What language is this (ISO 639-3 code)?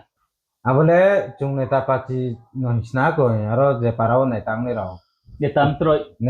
ria